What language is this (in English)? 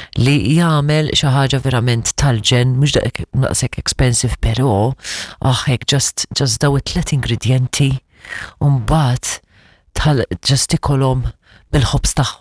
Maltese